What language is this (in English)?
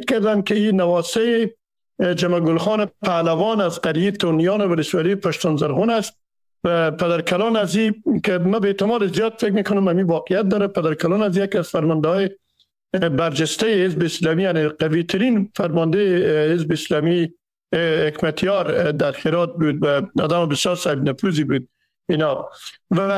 Persian